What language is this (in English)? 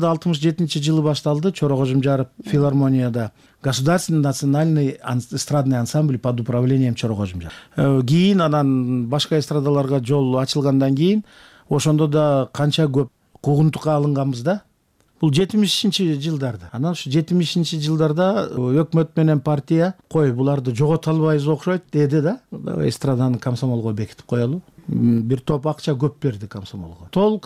Kyrgyz